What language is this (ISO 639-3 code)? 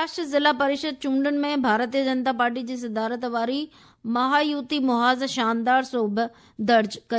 snd